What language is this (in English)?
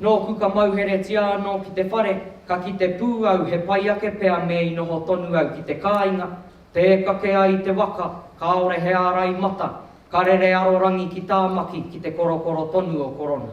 Māori